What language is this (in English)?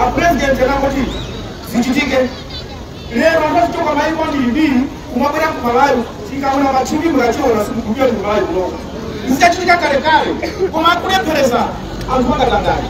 Nyanja